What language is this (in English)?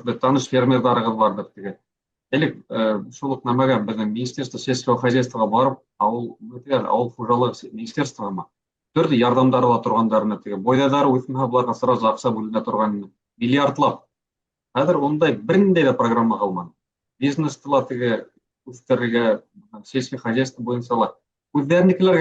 Bashkir